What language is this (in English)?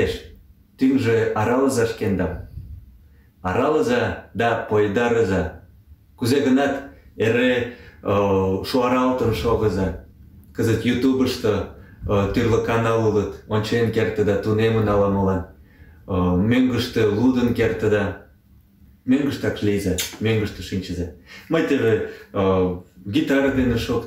Mari